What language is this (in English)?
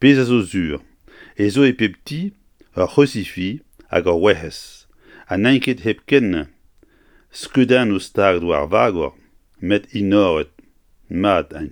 Breton